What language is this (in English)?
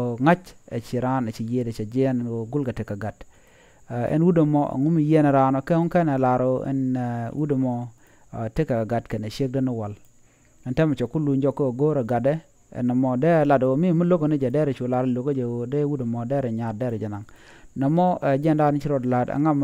Nuer